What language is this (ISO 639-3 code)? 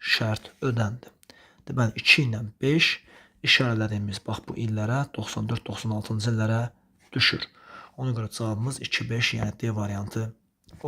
aze